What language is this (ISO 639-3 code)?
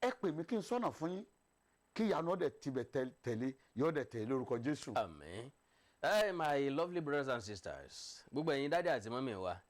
yor